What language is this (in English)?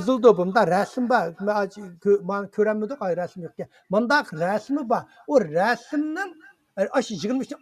Uyghur